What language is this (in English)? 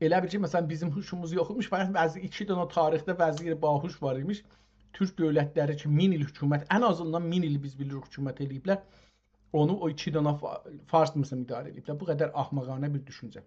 South Azerbaijani